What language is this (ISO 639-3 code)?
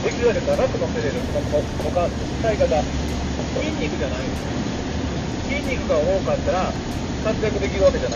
jpn